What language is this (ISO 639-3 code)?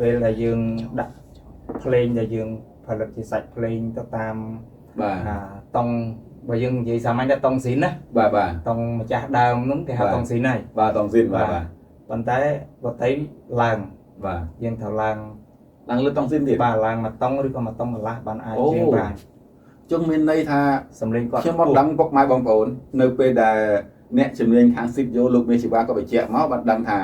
khm